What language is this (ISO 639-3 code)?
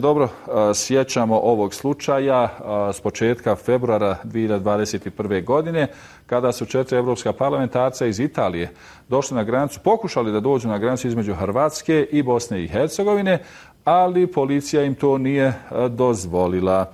bos